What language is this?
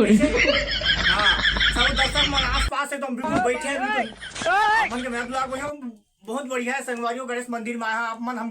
Chhattisgarhi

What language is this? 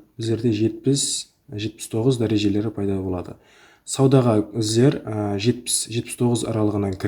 Kara-Kalpak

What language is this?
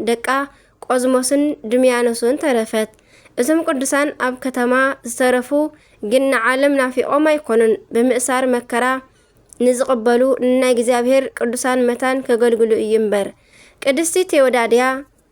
Tigrinya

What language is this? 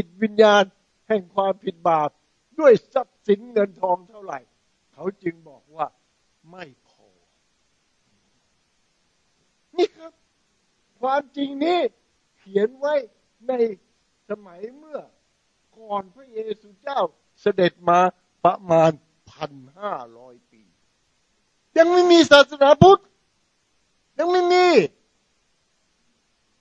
Thai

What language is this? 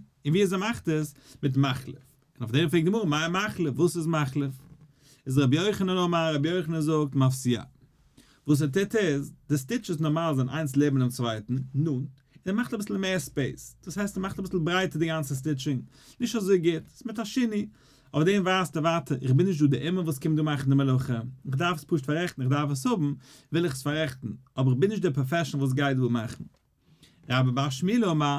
Yiddish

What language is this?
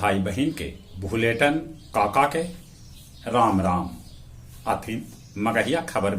Magahi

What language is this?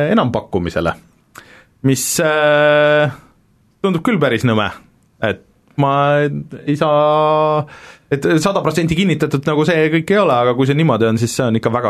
Estonian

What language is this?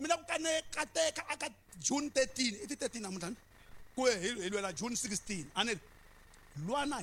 Tsonga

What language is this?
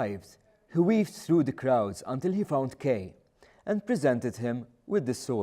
English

